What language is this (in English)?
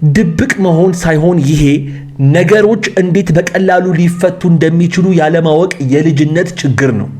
Amharic